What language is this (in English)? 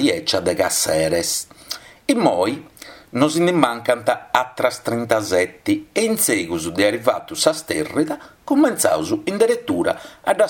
Sardinian